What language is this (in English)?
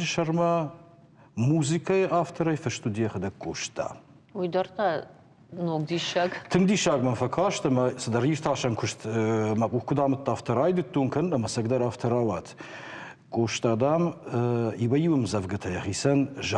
Ossetic